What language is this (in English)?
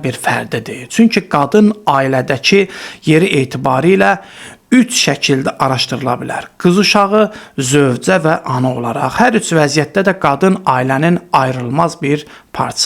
Azerbaijani